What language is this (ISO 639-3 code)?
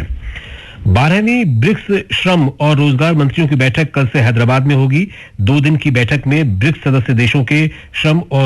hin